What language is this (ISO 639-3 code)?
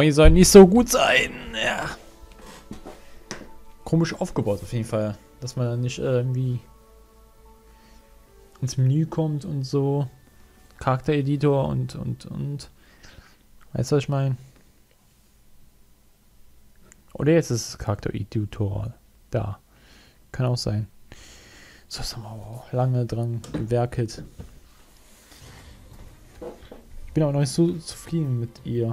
deu